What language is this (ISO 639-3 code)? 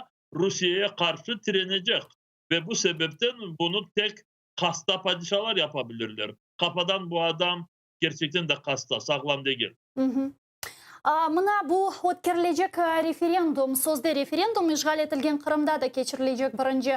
crh